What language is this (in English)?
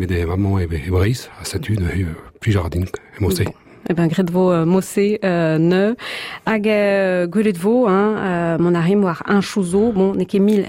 Breton